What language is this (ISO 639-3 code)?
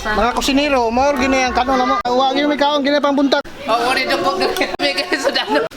ceb